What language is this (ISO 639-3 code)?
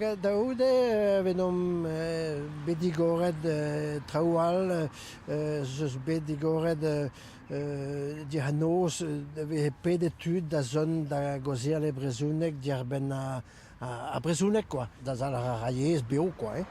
bre